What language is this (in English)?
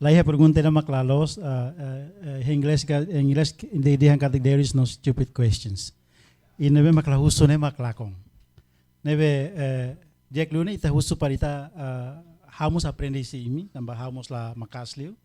Tetum